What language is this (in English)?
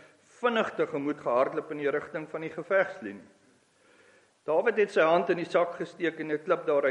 Afrikaans